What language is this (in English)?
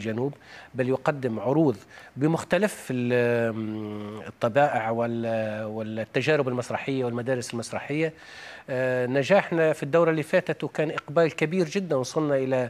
Arabic